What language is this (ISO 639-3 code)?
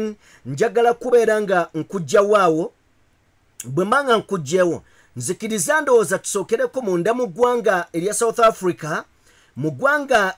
lug